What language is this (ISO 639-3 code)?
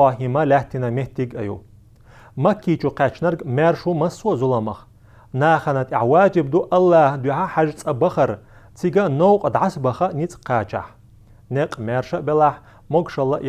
che